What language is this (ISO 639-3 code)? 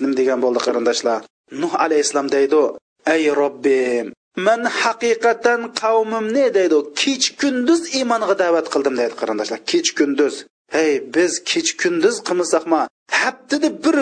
uig